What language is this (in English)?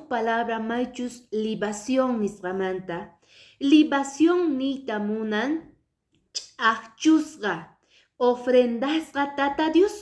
Quechua